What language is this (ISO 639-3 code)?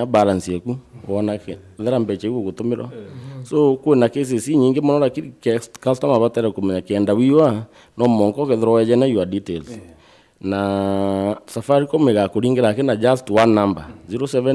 mer